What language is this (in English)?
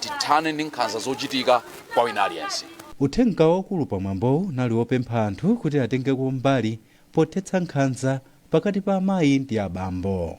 Nyanja